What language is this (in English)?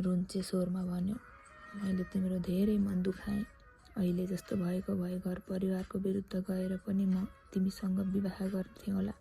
Nepali